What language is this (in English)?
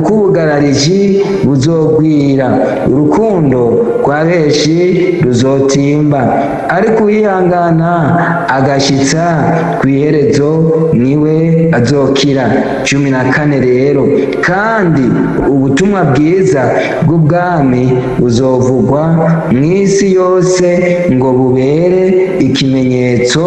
Rundi